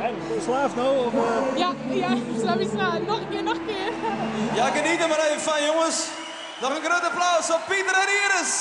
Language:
Western Frisian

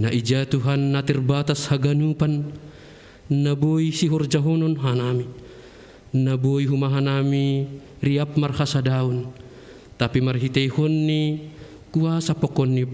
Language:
Batak Simalungun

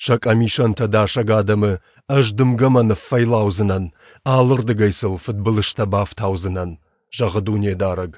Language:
Ossetic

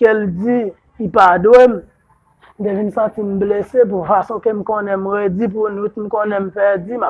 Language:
Haitian Creole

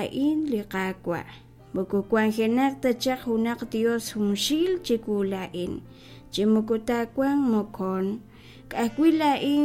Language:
Kekchí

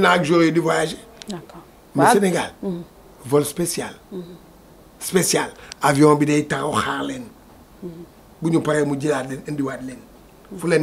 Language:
Wolof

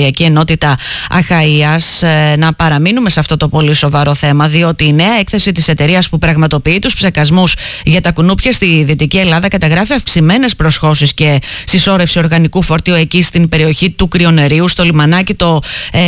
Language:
Greek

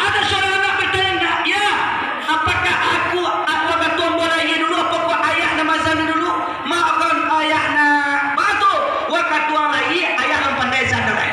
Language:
Minangkabau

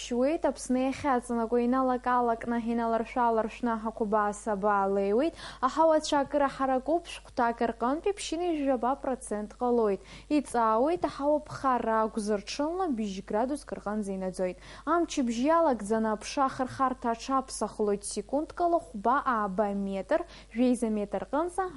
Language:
Abkhazian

